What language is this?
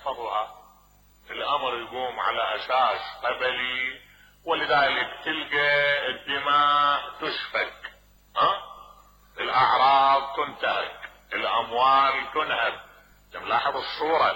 Mesopotamian Arabic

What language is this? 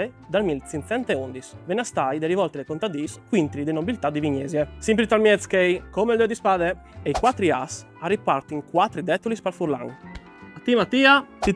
Friulian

